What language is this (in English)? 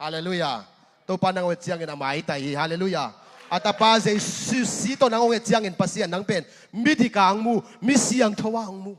Tedim Chin